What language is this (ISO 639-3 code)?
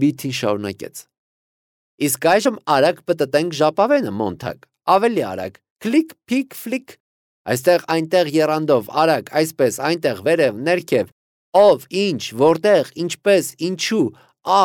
hye